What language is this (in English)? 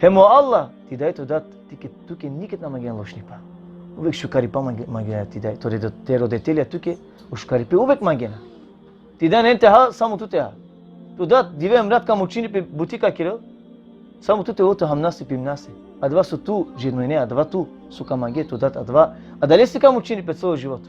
Balkan Romani